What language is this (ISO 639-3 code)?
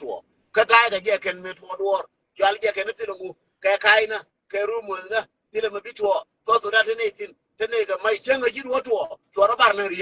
nus